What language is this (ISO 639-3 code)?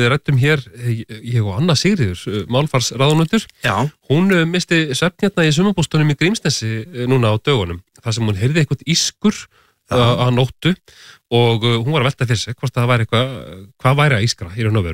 isl